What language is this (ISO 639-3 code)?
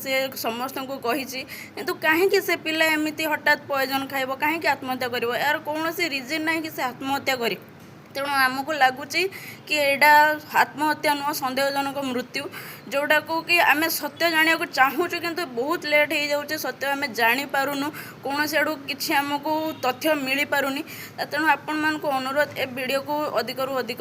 ori